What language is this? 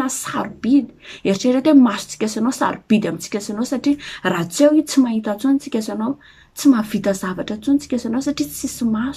Malagasy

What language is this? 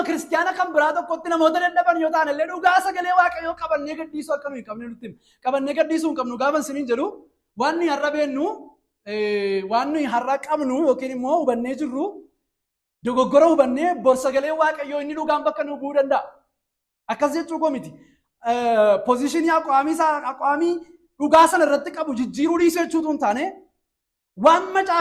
Oromo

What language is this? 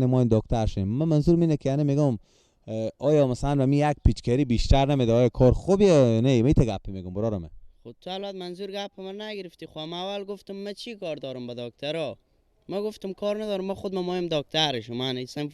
Persian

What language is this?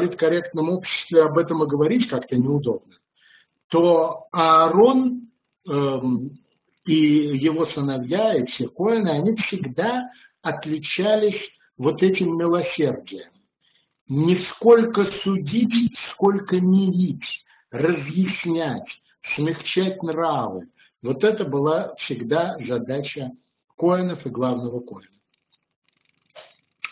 Russian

